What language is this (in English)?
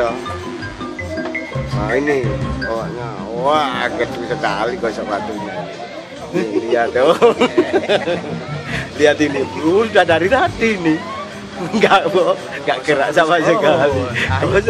Indonesian